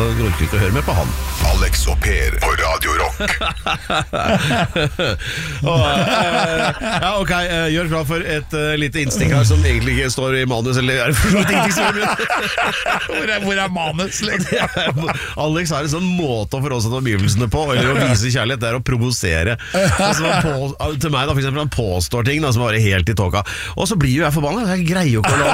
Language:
Norwegian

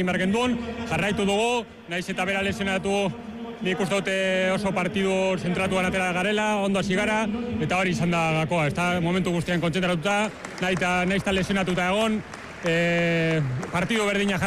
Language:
Basque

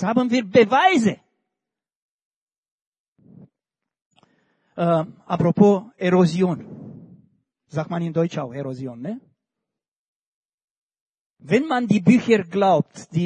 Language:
German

